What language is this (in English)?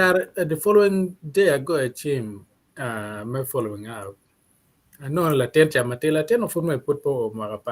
Acoli